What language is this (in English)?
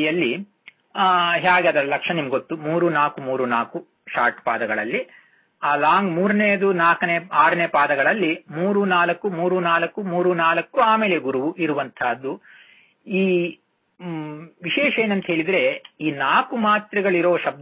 Kannada